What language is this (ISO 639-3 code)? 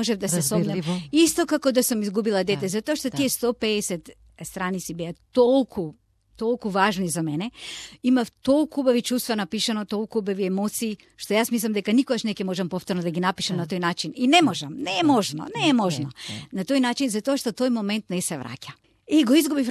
mkd